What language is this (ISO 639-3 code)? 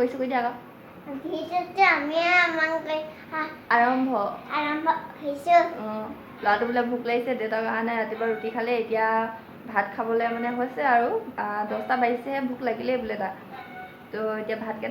asm